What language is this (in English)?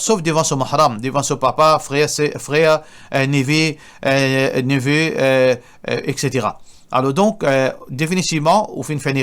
Morisyen